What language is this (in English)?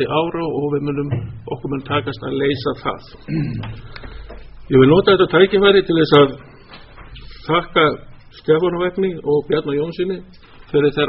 Icelandic